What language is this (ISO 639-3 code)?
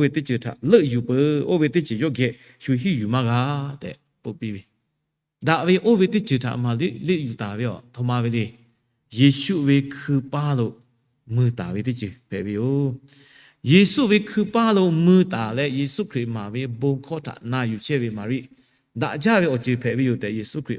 lhu